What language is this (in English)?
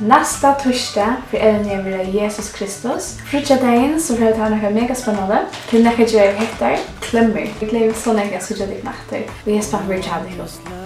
Faroese